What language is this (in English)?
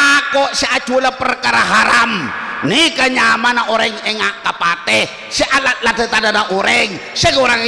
Madurese